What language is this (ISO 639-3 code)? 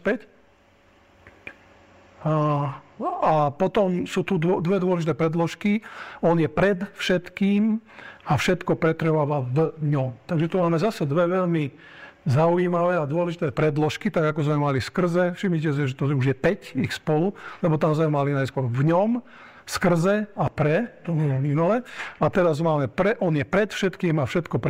slk